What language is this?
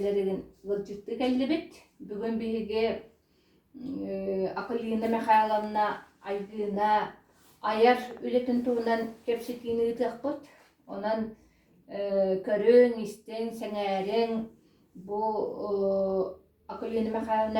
Yakut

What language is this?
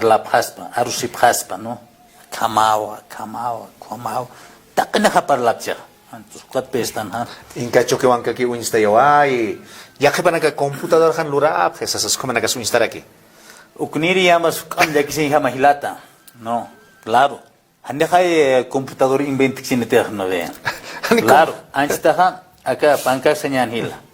Aymara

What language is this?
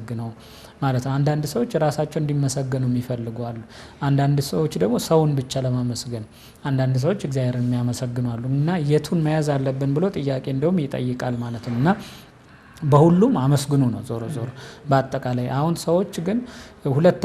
Amharic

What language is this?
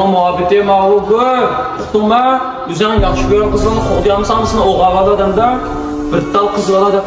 Uyghur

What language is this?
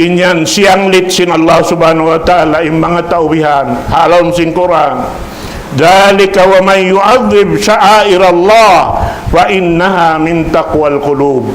Tausug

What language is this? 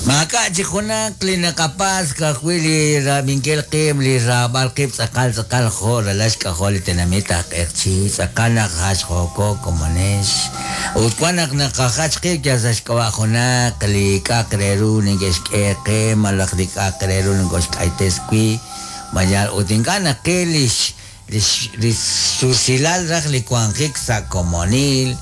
Kekchí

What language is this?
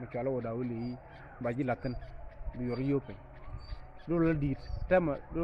Nuer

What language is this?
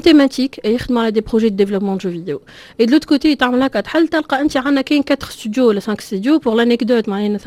Tunisian Arabic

